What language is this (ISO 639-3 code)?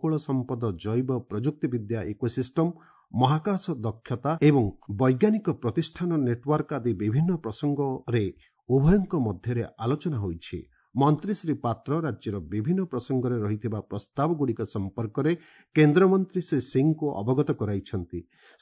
ori